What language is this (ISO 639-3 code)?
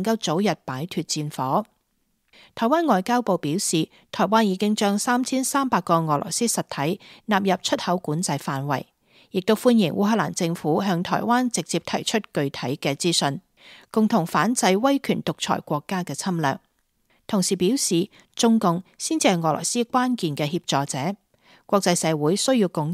yue